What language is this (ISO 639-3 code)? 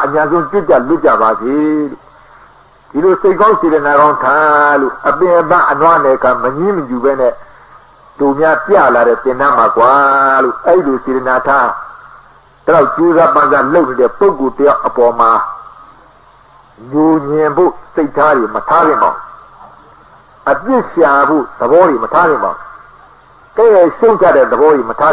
mya